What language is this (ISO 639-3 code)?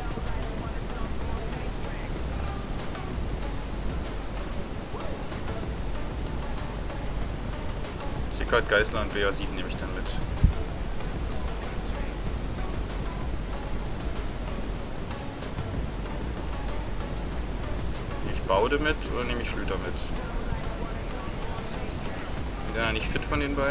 deu